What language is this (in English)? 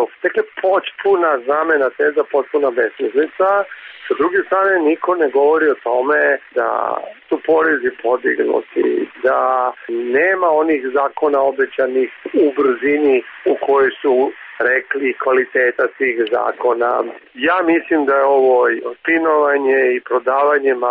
Serbian